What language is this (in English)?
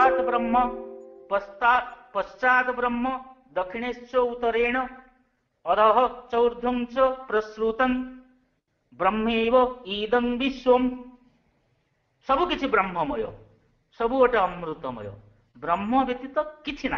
Odia